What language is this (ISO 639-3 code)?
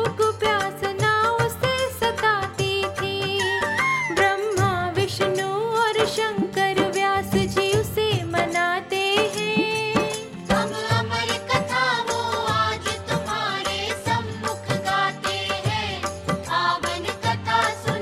hin